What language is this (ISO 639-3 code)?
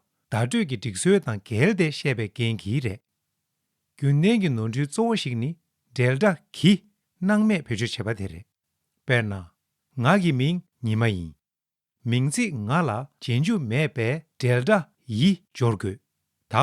bod